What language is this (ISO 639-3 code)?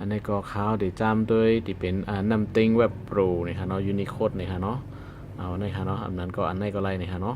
shn